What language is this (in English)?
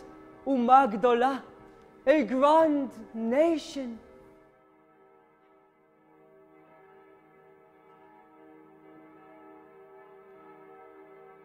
Hebrew